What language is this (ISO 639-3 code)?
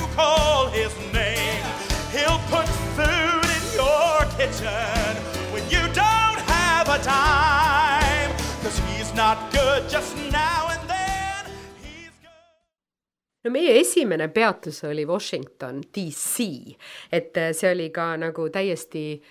est